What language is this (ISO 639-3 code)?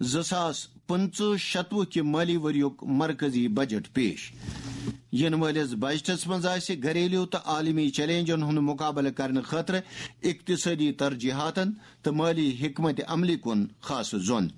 kas